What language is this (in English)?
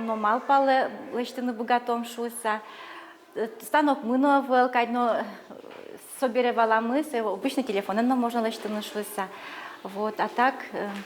Udmurt